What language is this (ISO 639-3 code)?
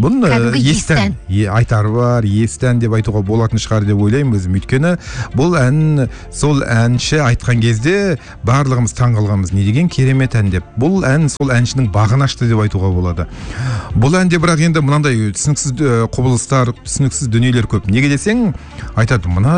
kaz